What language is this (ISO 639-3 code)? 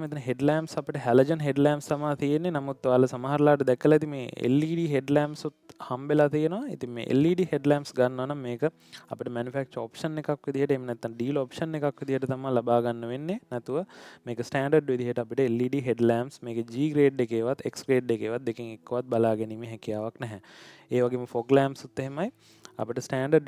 sin